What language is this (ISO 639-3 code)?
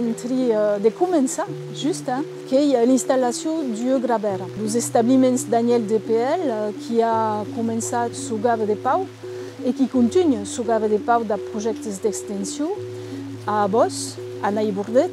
oci